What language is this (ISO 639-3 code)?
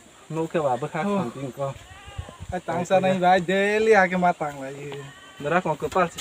trp